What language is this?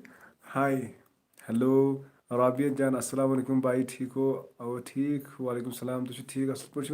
Kashmiri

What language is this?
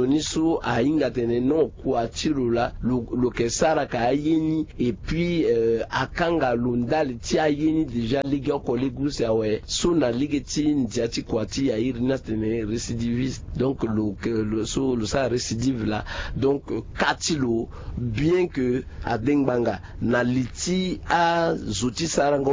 Sango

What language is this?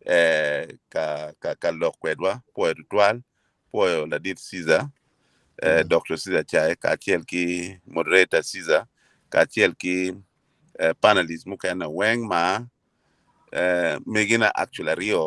Acoli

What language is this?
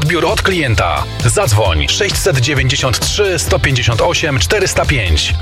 Polish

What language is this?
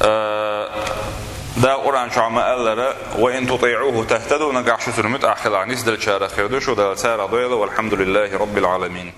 Chechen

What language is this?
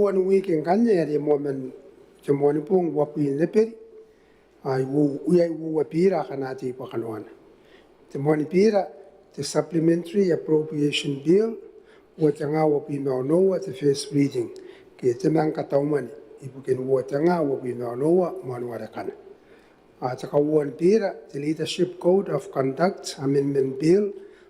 Gilbertese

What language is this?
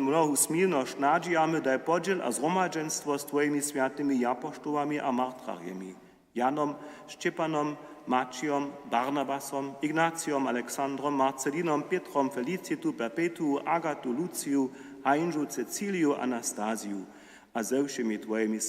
Upper Sorbian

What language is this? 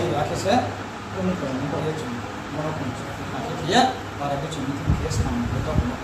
Riang (India)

